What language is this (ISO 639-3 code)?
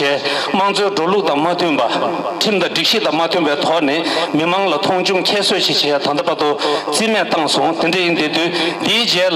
bod